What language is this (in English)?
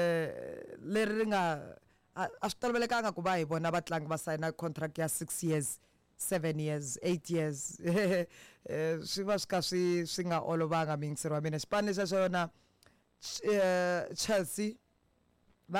Tsonga